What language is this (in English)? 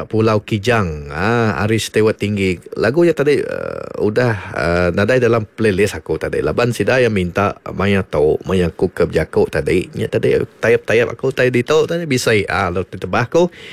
Iban